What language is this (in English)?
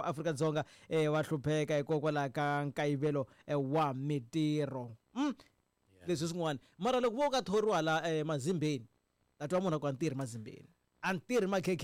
Tsonga